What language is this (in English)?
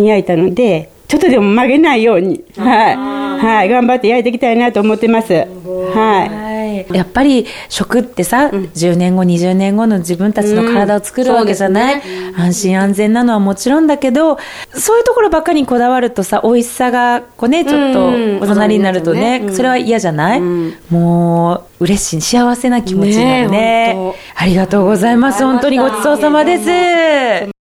Japanese